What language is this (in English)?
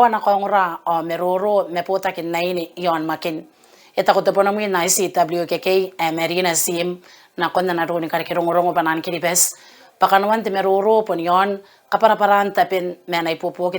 Gilbertese